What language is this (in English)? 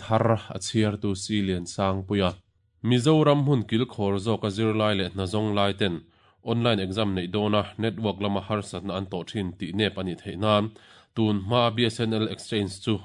Mizo